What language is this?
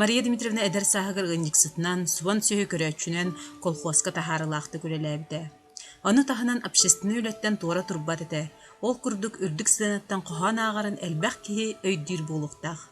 Yakut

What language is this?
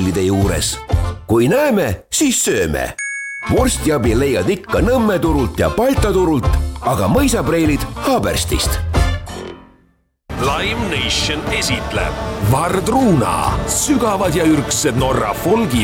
Estonian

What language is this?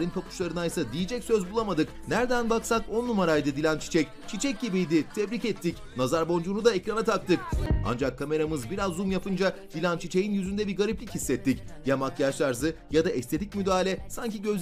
Turkish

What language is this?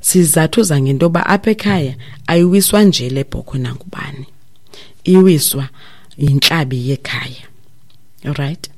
Xhosa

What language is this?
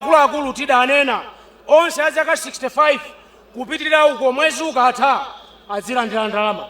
Nyanja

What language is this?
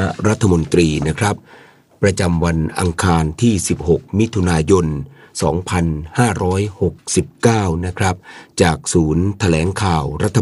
Thai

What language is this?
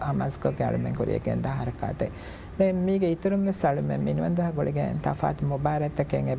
Divehi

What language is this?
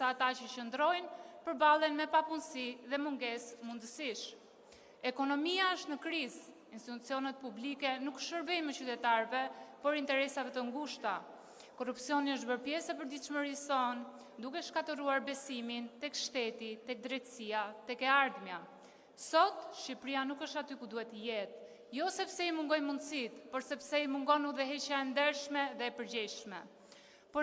Albanian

